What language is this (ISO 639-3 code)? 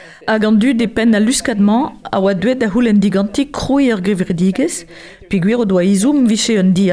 bre